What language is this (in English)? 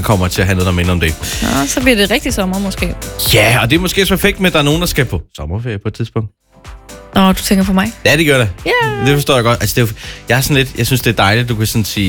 Danish